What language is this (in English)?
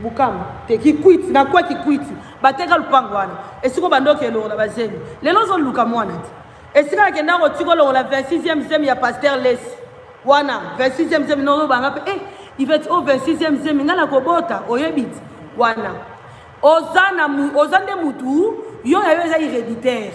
Lingala